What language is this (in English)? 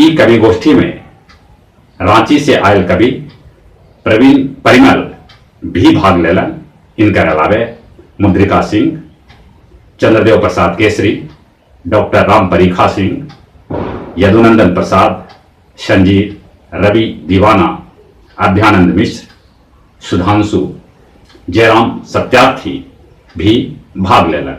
Magahi